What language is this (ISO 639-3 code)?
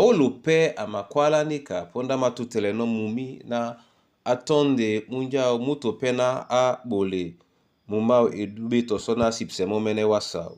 dua